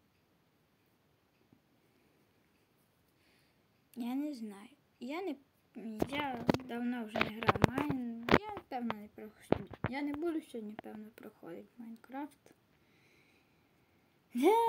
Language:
Ukrainian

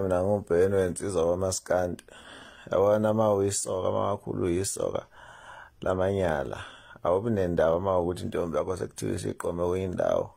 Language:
Zulu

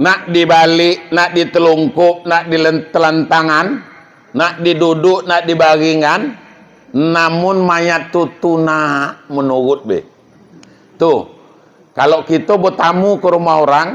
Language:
Minangkabau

